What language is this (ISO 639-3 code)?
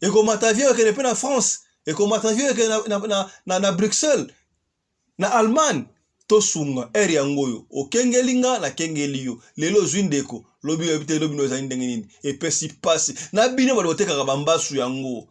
lin